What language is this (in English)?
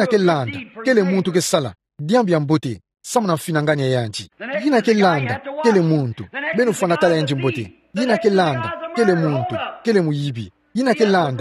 Kituba (Democratic Republic of Congo)